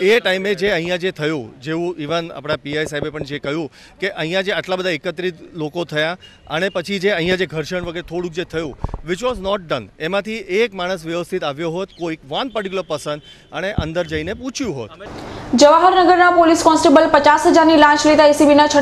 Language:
Gujarati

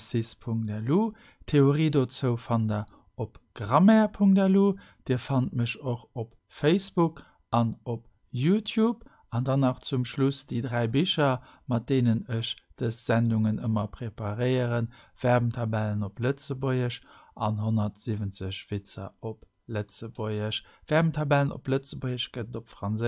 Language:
Luxembourgish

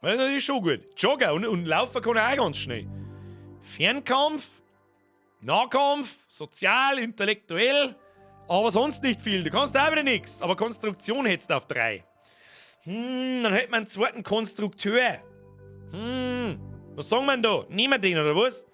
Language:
Bavarian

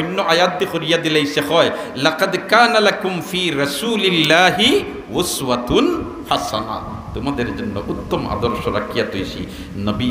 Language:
Sylheti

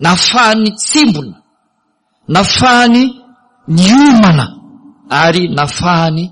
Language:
Malagasy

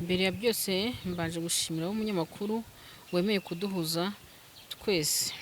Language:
Kinyarwanda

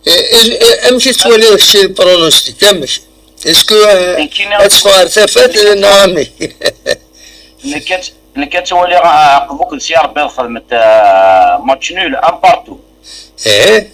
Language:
Kabyle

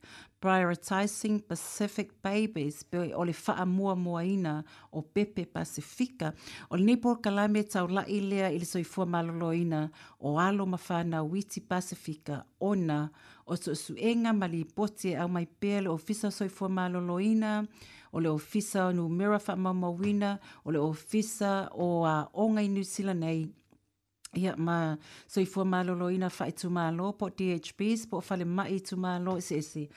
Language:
Samoan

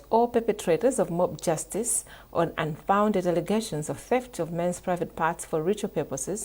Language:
English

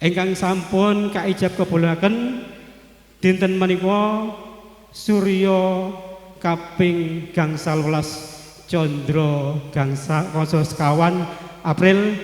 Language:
Javanese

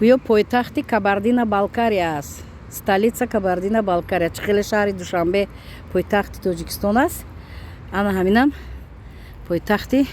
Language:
Tajik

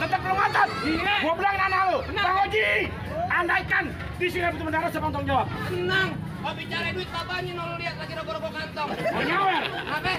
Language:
Betawi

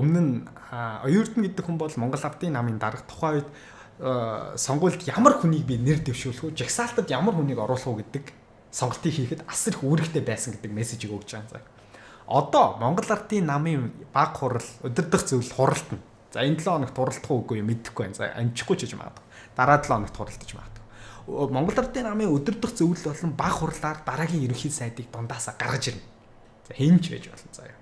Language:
Mongolian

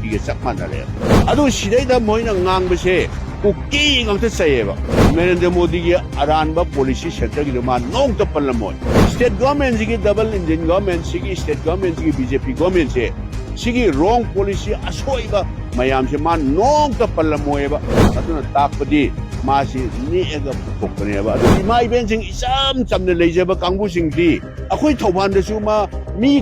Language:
Manipuri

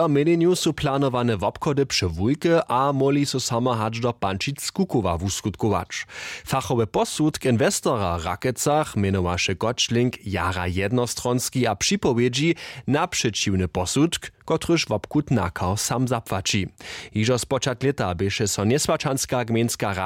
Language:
Upper Sorbian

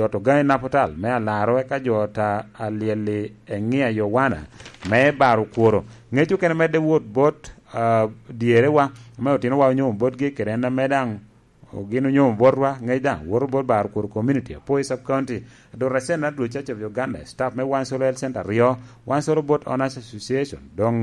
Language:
Lango (Uganda)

